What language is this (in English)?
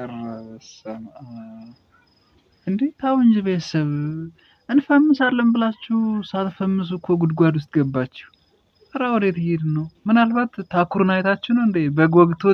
Amharic